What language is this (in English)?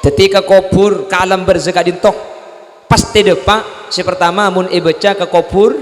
Madurese